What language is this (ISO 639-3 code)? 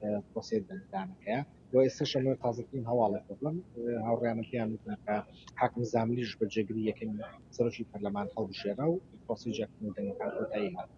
ckb